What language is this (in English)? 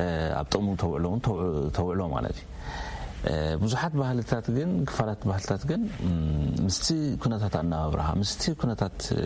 Tigrinya